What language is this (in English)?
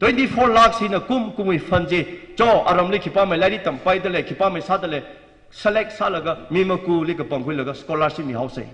Tangkhul Naga (India)